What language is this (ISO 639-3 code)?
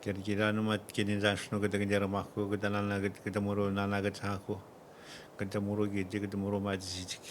atj